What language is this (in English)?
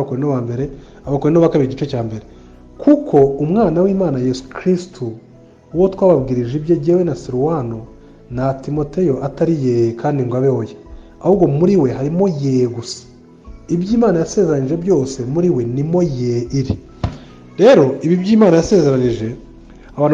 Kinyarwanda